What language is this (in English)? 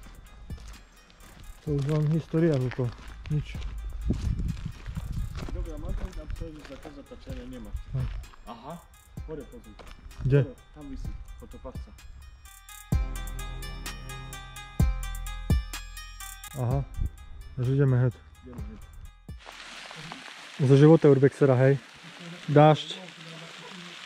Slovak